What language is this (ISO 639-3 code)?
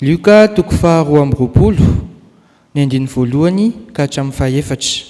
mlg